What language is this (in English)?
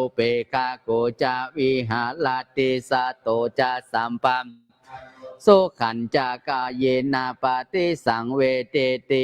Pali